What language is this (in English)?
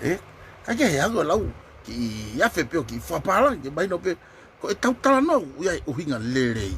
Tongan